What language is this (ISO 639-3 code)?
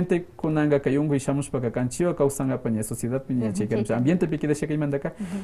que